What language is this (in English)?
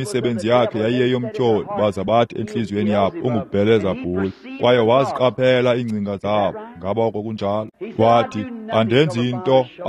Xhosa